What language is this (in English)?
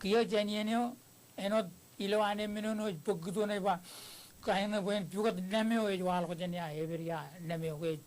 Marshallese